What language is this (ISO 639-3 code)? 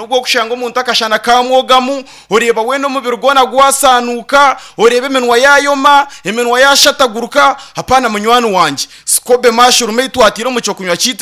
nyn